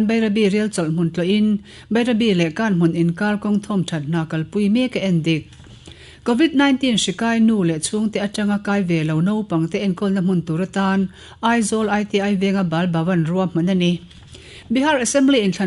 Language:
Mizo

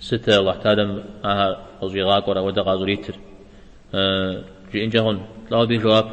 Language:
Kabardian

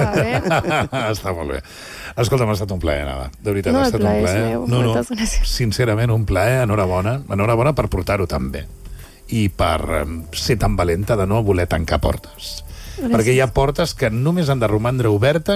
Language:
Catalan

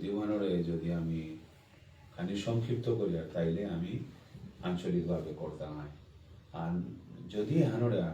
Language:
Bishnupriya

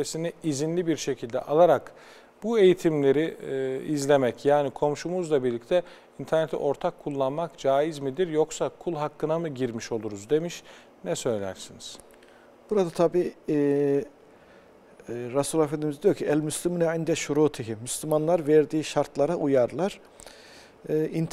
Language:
Turkish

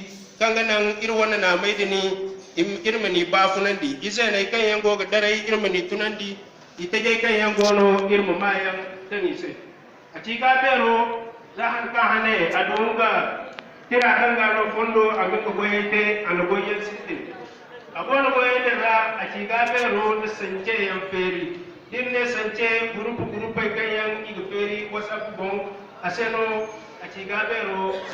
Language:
Zarma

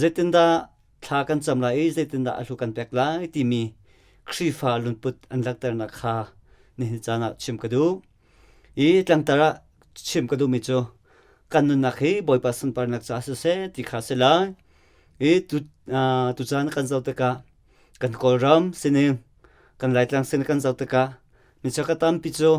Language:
Hakha Chin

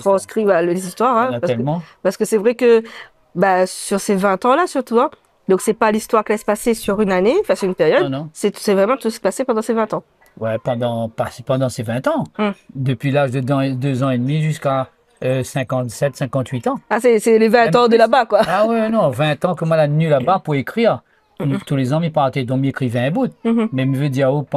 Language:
Réunion Creole French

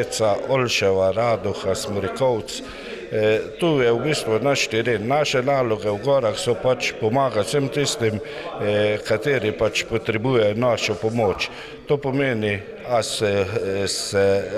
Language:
Slovenian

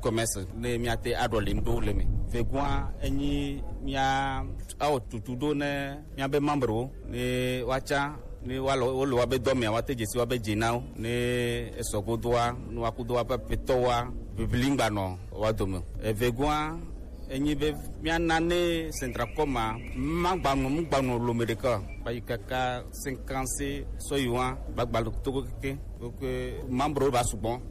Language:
Gen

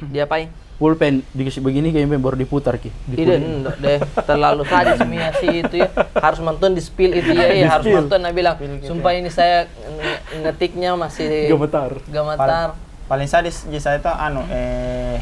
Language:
Makassar Malay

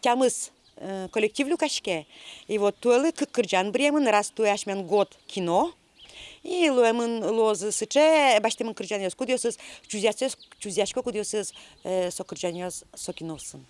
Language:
Udmurt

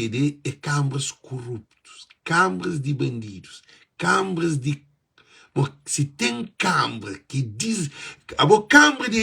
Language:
Kabuverdianu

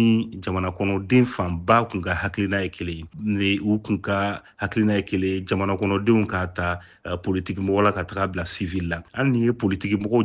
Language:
Bambara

